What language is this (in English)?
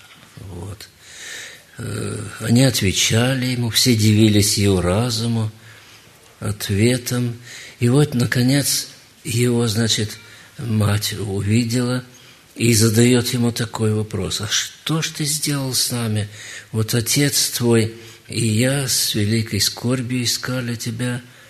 Russian